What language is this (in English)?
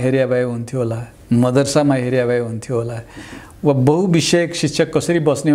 Nepali